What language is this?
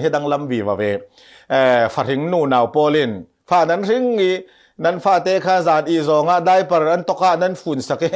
Falam Chin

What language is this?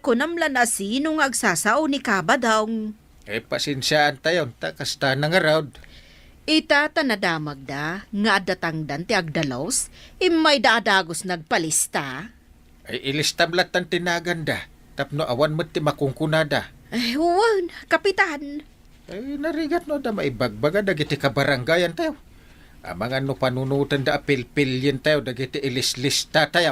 Iloko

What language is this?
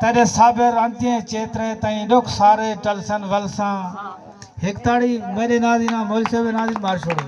Saraiki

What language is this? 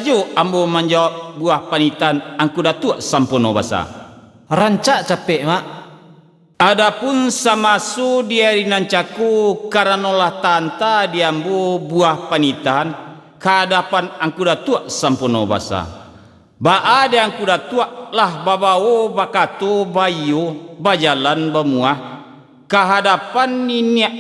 Minangkabau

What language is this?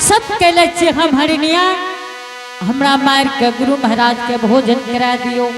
Angika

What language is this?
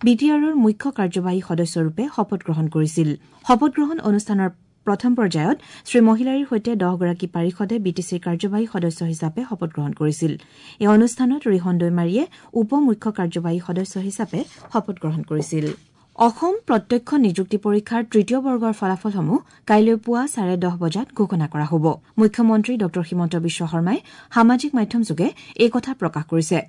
Assamese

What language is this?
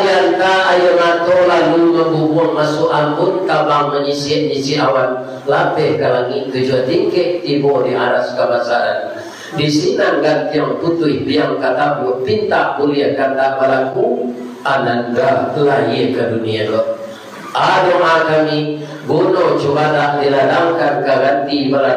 Minangkabau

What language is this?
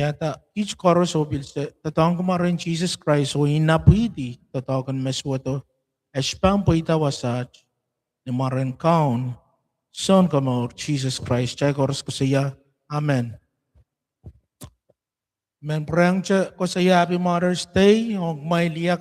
Pohnpeian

